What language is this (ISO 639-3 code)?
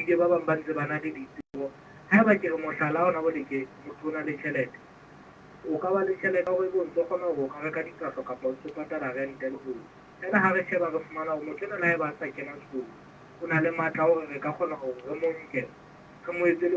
sot